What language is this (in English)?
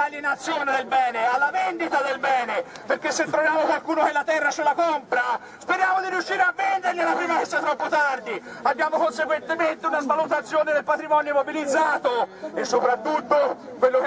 Italian